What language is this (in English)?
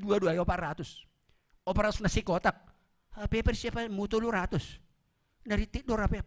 Batak Simalungun